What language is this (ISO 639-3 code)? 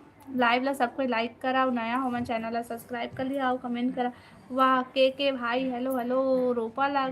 hne